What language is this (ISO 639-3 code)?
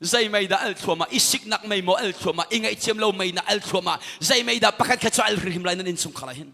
cnh